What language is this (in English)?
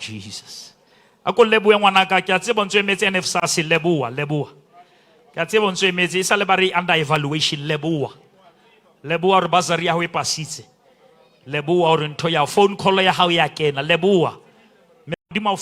Southern Sotho